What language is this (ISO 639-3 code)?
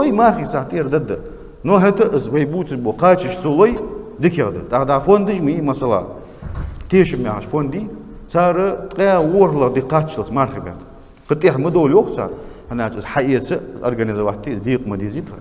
inh